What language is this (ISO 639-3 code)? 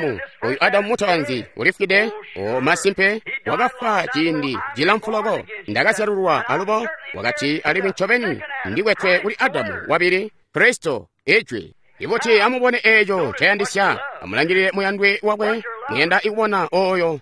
toi